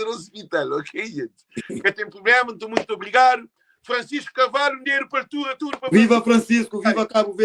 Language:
Kabuverdianu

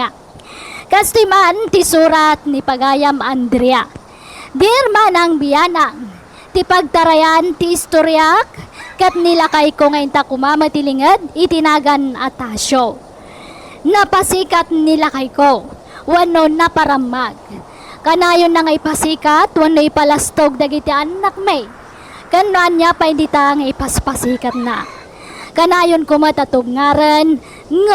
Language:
Iloko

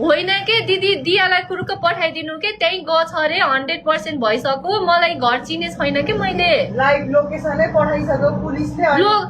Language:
Nepali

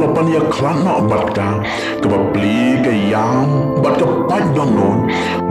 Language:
Khasi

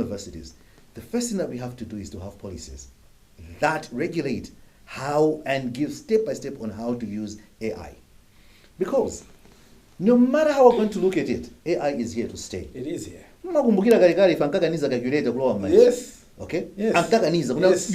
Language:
Nyanja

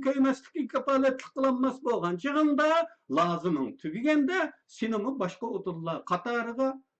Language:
Uyghur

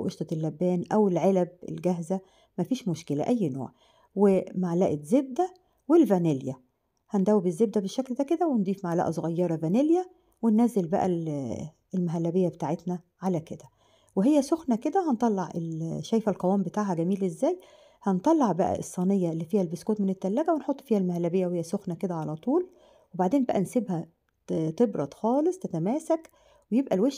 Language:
Egyptian Arabic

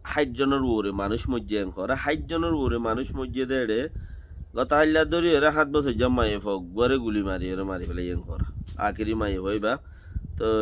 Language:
Rohingya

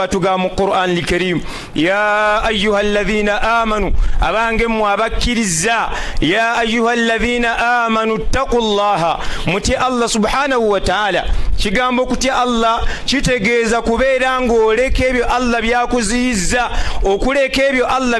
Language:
Ganda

